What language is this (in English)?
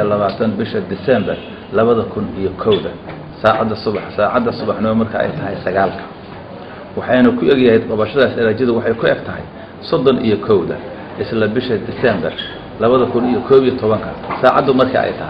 Somali